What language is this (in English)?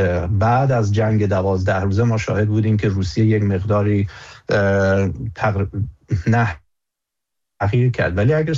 Persian